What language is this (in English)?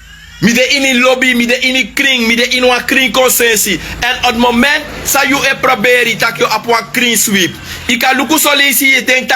Sranan Tongo